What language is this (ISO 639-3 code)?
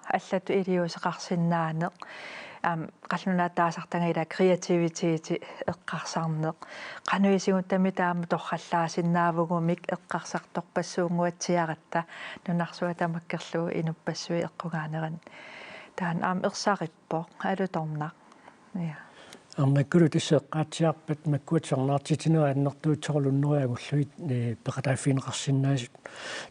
kal